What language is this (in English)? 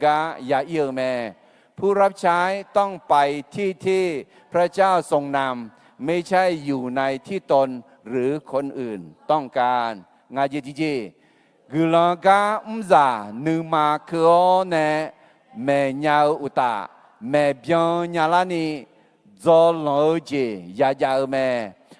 Akha